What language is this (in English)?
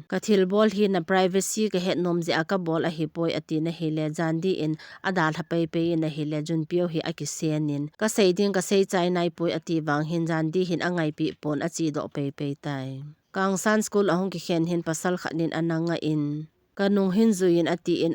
Thado Chin